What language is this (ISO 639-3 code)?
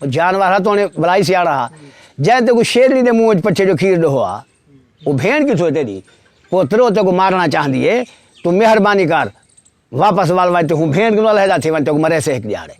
skr